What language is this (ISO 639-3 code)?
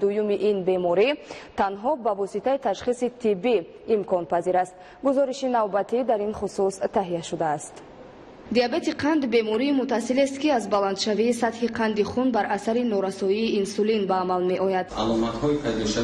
tgk